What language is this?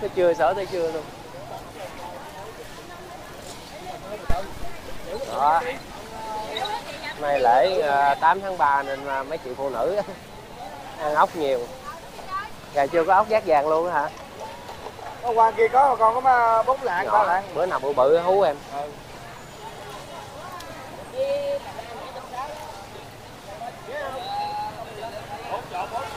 Vietnamese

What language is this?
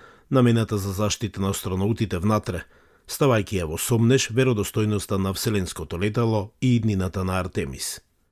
Macedonian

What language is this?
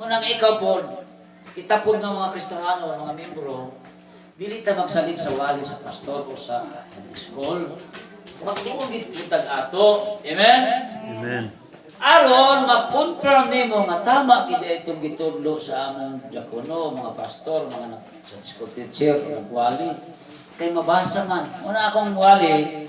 Cebuano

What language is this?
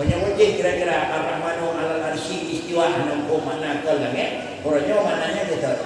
Achinese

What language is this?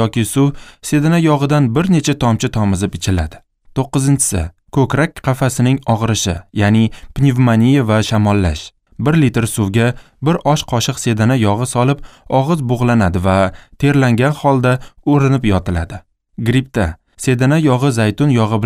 Uzbek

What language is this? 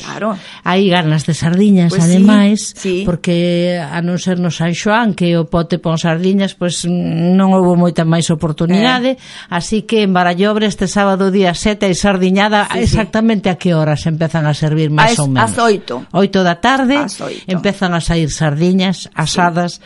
Galician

